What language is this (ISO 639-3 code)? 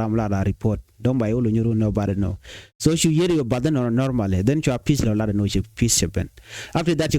nus